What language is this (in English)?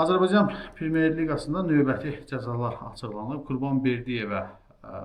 Azerbaijani